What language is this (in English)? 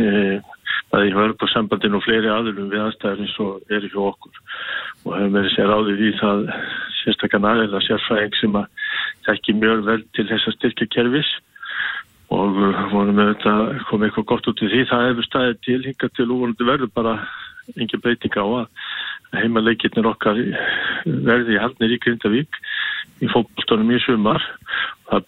Icelandic